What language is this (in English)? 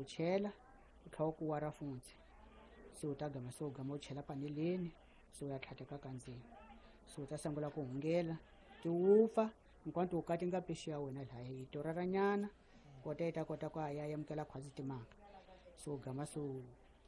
Tsonga